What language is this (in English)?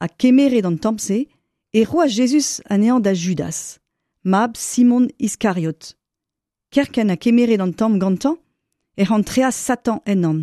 Breton